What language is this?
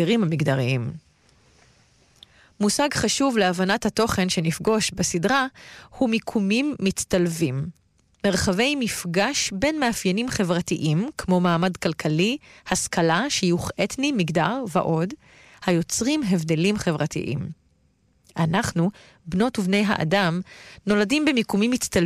Hebrew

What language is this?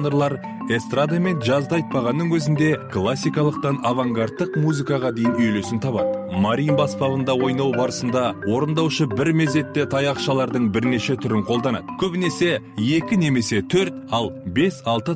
Kazakh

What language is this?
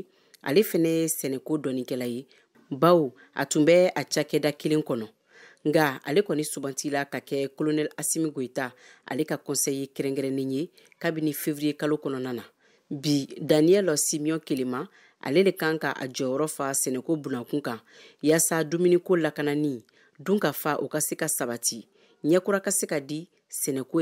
Bambara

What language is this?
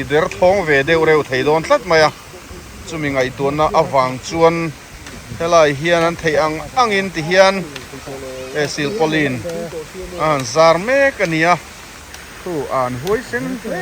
Mizo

